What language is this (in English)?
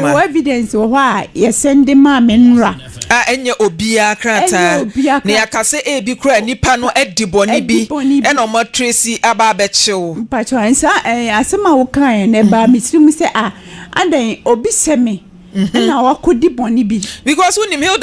Akan